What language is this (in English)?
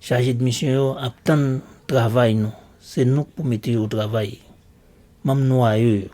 Haitian Creole